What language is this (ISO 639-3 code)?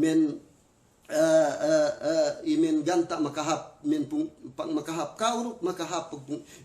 yka